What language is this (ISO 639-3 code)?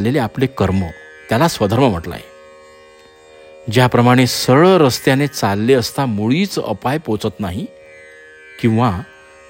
mar